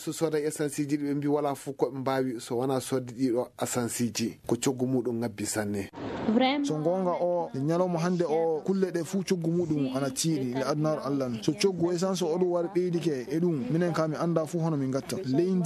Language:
Fula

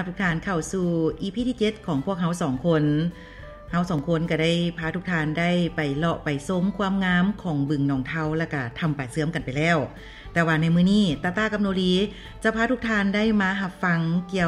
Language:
Lao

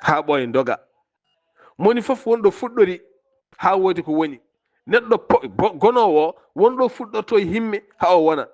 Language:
Fula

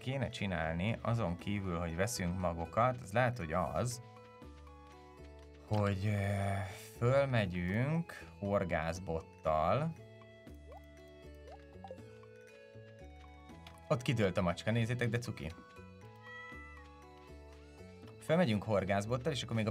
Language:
Hungarian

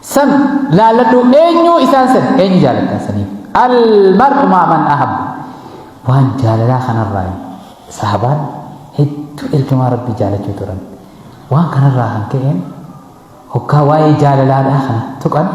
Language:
Oromo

